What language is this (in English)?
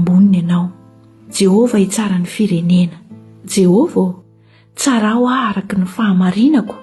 Malagasy